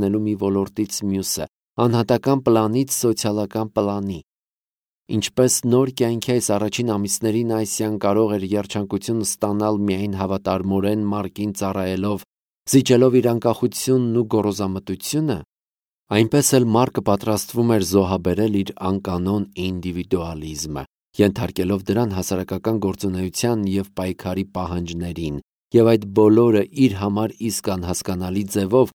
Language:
Armenian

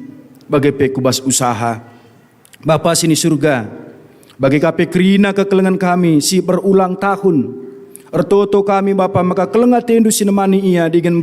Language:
Batak Karo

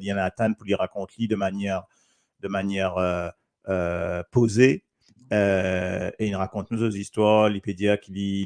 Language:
Morisyen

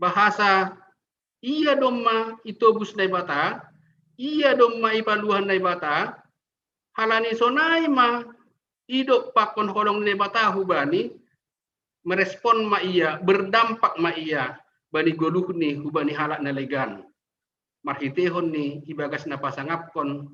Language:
Batak Simalungun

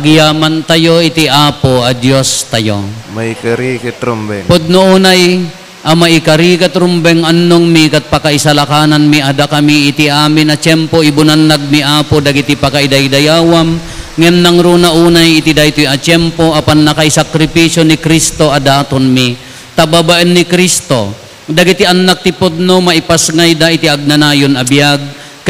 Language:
Iloko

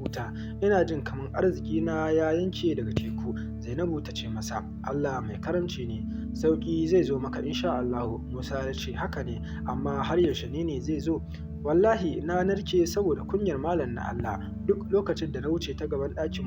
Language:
Hausa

